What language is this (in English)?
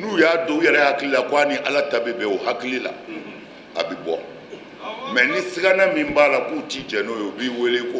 Bambara